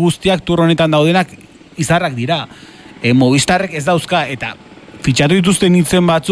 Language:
Basque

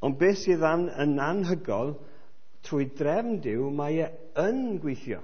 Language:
Welsh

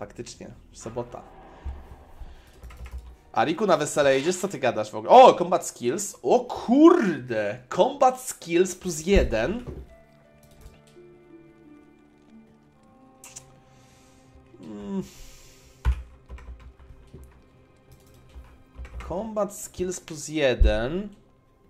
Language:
Polish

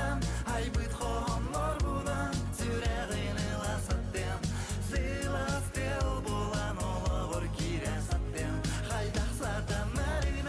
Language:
Yakut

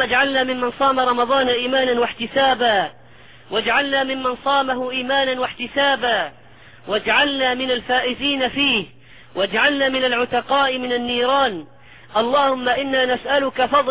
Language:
Arabic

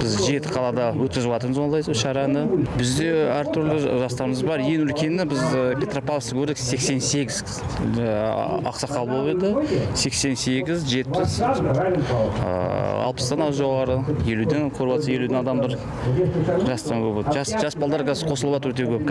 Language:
Kazakh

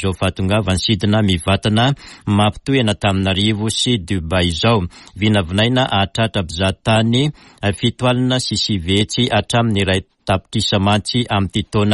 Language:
Malagasy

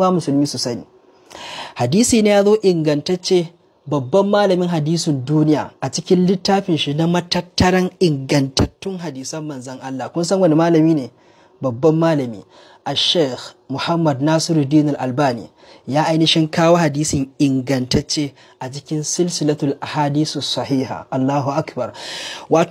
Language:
Hausa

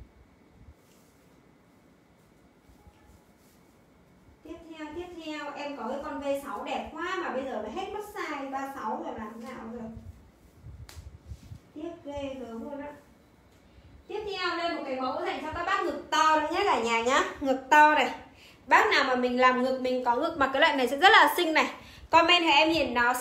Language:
Vietnamese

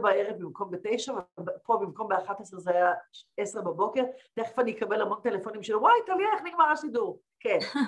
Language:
Hebrew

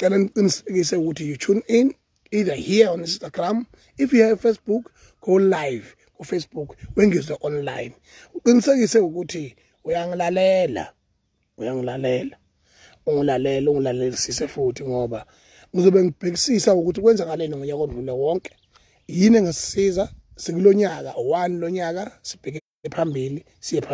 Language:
Zulu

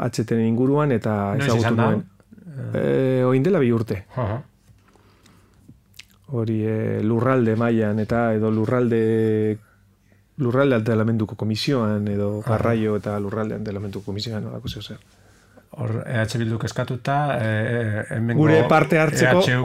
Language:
Basque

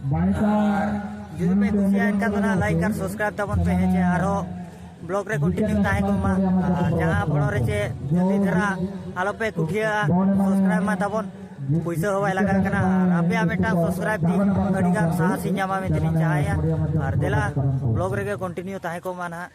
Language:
Santali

